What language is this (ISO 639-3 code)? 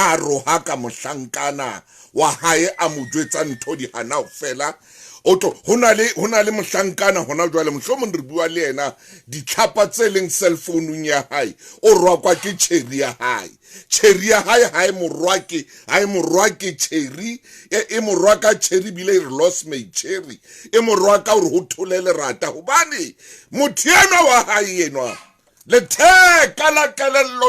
sot